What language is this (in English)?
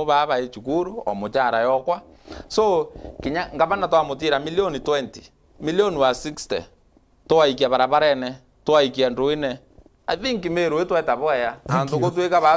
Meru